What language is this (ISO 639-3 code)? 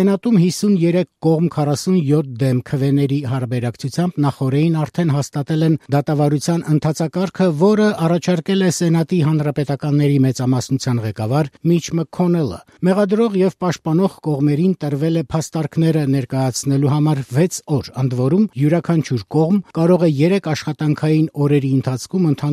hye